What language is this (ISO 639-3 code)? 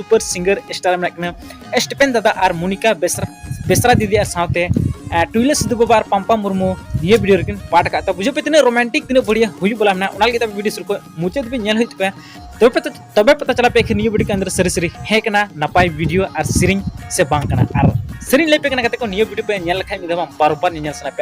sat